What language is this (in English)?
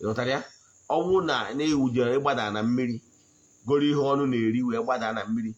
Igbo